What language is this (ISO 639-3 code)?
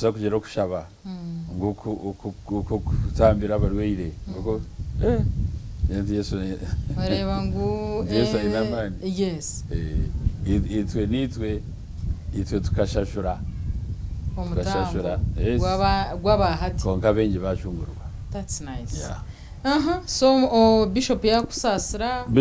nyn